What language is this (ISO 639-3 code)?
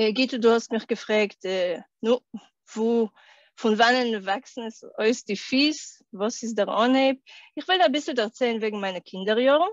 yid